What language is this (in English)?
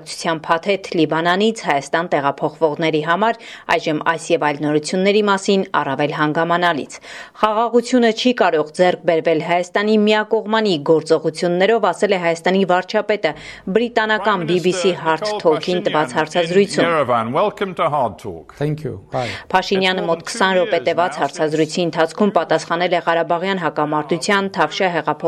Armenian